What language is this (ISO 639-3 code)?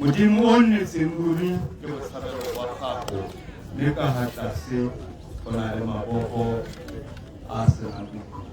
tsn